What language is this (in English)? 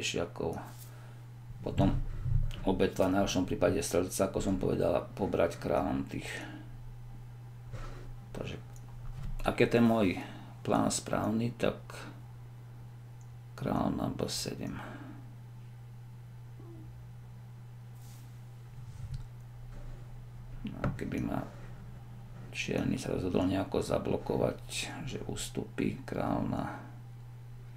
Slovak